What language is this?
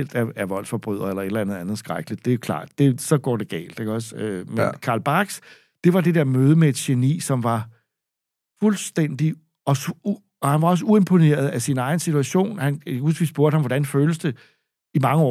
Danish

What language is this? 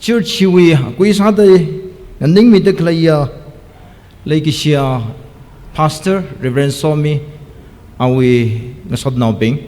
Tangkhul Naga (India)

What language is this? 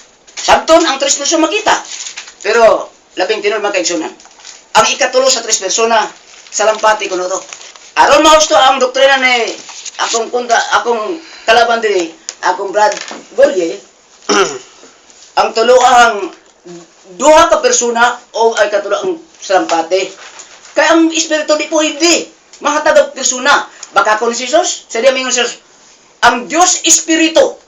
Cebuano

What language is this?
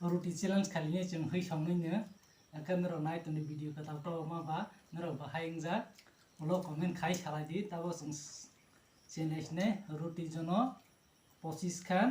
Kok Borok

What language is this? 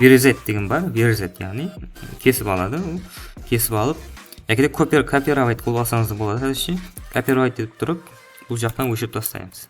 Kara-Kalpak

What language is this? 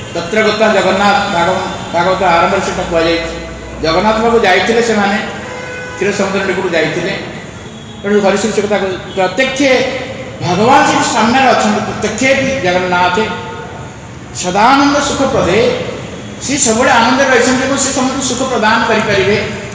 Odia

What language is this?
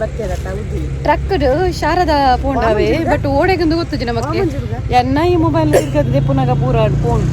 Tulu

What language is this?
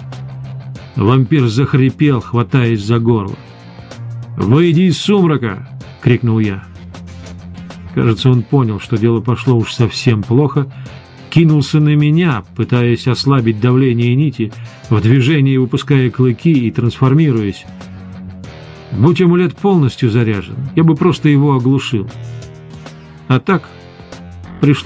Russian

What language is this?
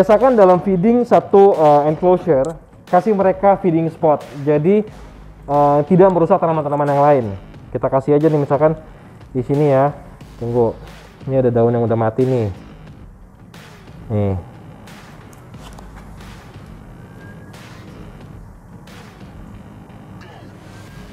Indonesian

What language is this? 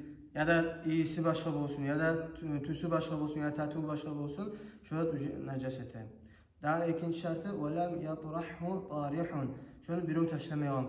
Kumyk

